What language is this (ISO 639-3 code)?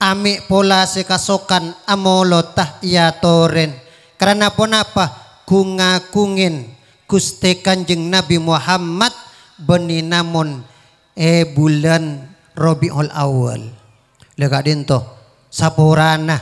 mad